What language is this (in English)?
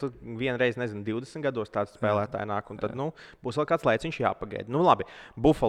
Latvian